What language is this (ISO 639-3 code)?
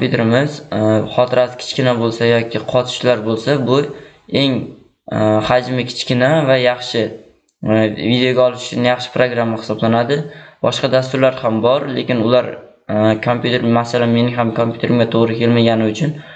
uzb